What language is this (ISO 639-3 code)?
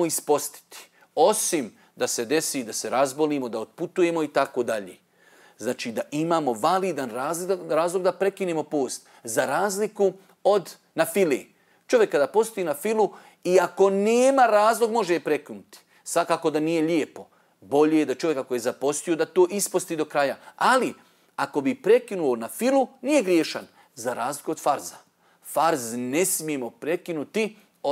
bos